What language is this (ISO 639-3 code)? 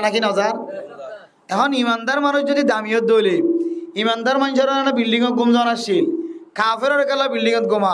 rhg